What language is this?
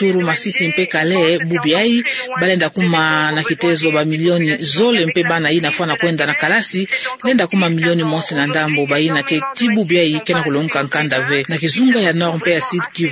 Kituba (Democratic Republic of Congo)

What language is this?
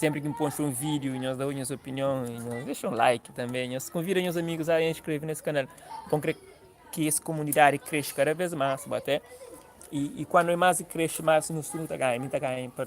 Kabuverdianu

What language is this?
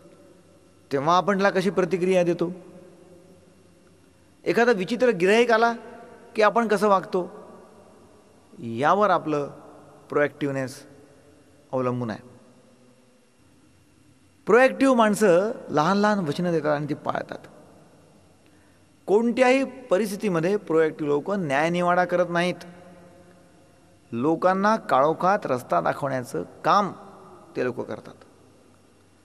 Marathi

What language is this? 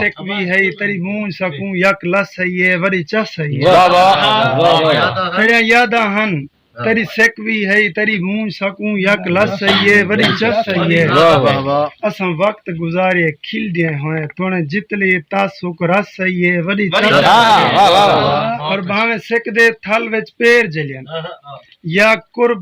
Saraiki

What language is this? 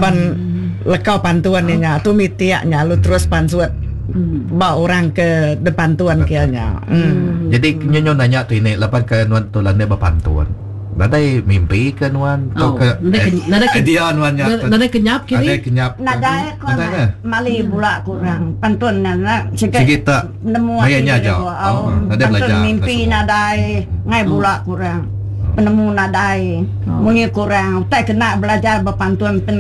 Iban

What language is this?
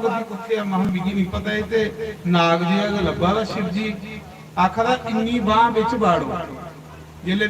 Dogri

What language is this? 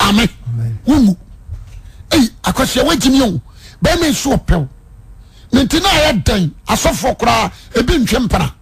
Akan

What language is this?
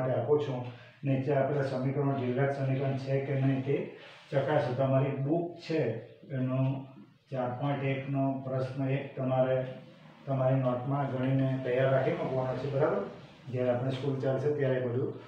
Gujarati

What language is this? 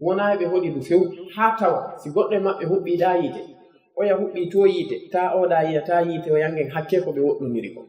Fula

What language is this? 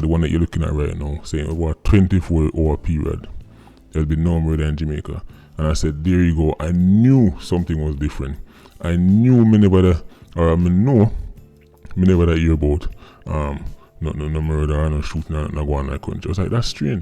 Jamaican Creole English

